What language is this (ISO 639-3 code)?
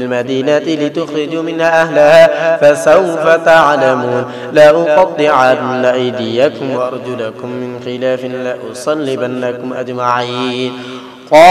ara